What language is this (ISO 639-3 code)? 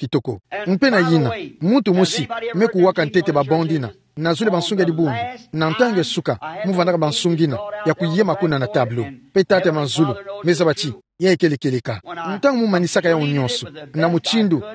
ktu